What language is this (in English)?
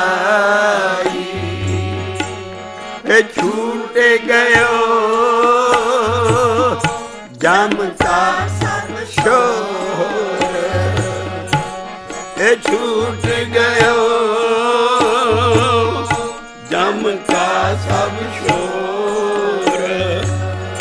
Punjabi